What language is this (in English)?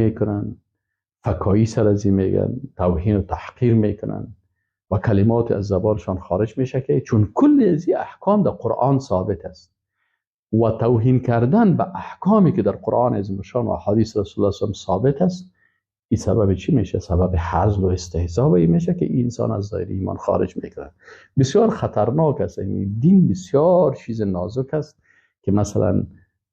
Persian